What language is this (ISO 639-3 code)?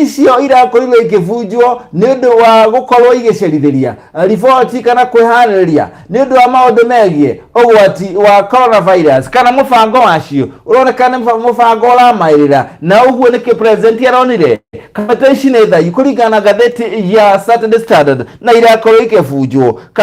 kik